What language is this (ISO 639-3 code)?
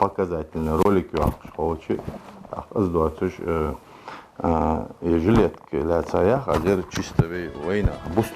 inh